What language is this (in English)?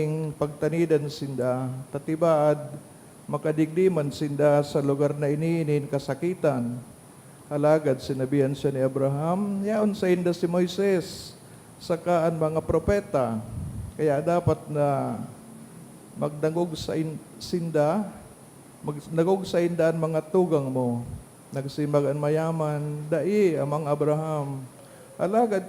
Bikol